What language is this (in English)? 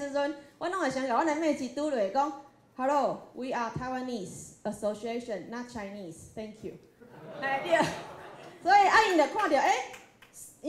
Min Nan Chinese